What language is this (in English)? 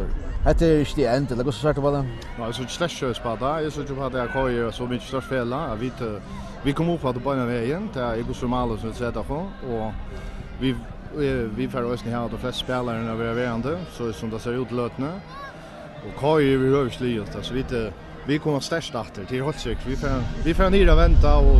Faroese